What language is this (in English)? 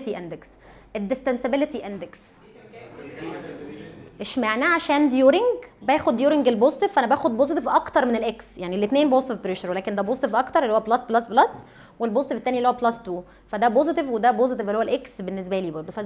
Egyptian Arabic